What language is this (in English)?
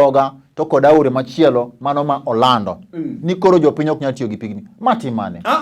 Luo (Kenya and Tanzania)